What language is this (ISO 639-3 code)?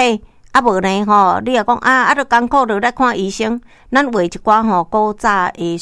nan